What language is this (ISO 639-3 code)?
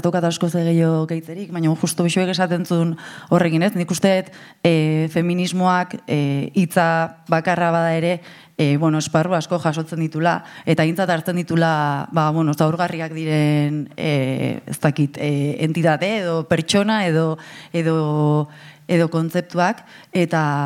eus